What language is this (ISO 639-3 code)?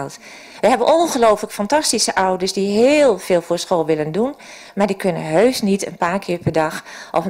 nld